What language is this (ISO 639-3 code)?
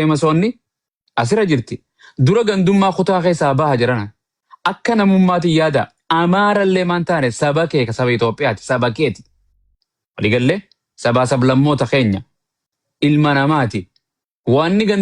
orm